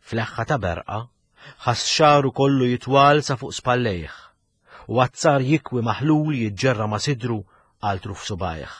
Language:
Maltese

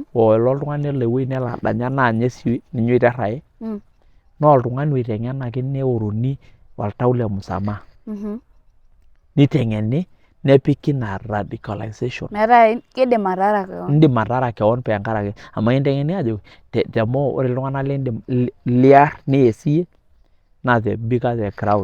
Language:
Masai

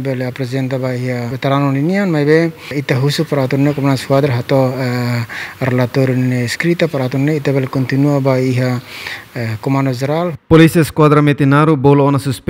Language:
Tetum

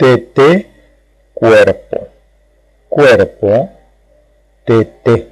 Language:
Guarani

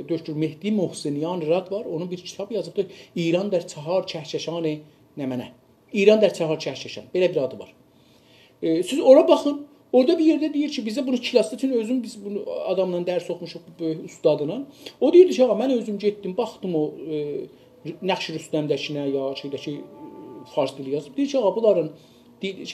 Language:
South Azerbaijani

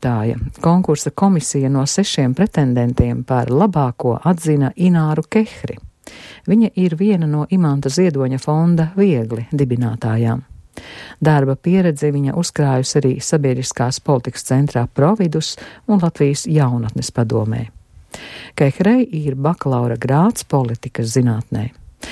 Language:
Latvian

